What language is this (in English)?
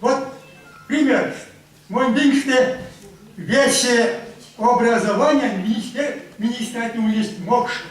Erzya